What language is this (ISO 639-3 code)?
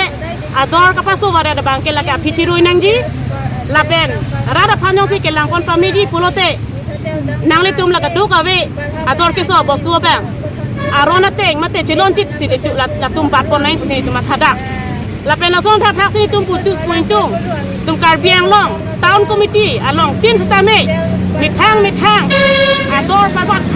mjw